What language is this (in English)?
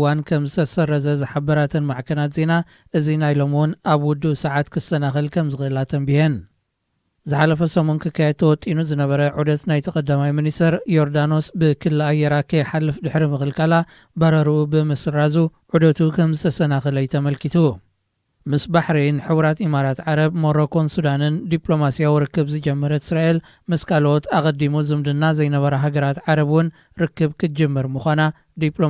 Tigrinya